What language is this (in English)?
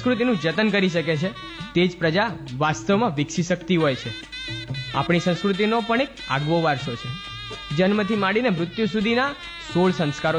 Gujarati